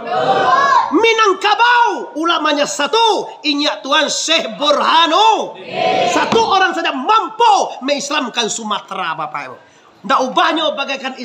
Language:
Minangkabau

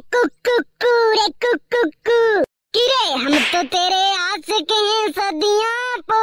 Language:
Hindi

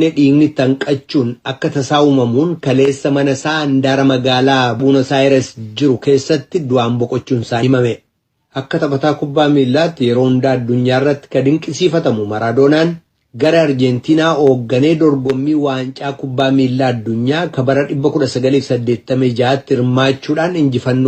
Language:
Oromo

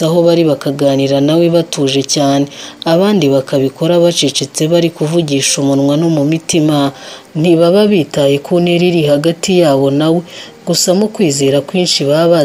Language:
Kinyarwanda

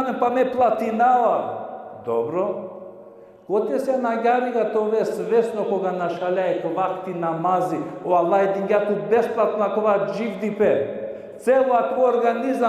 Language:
Balkan Romani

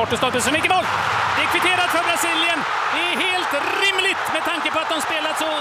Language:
Swedish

